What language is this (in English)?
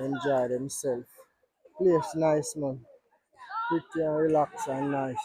Jamaican Creole English